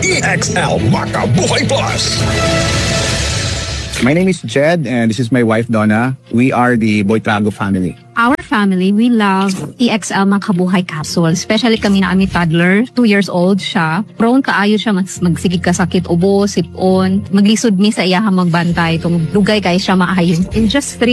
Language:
Cebuano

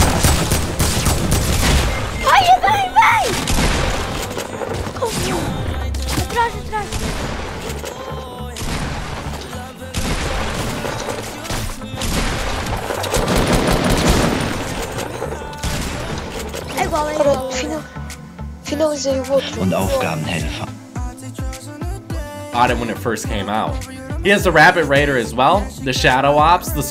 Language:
Portuguese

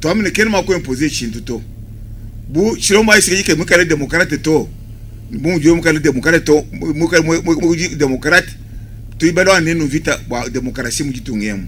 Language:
Luba-Lulua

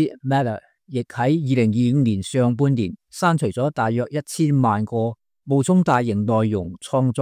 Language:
Cantonese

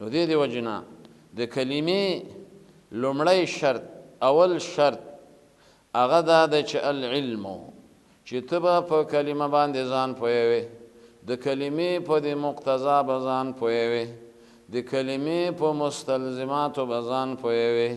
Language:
Pashto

